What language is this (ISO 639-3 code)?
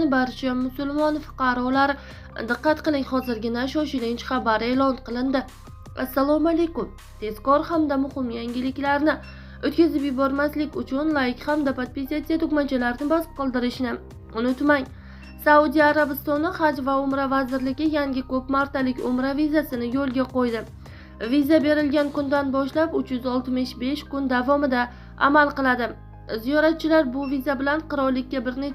uzb